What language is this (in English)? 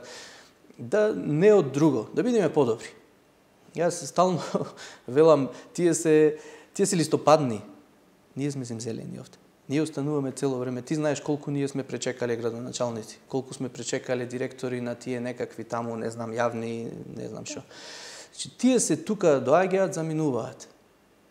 Macedonian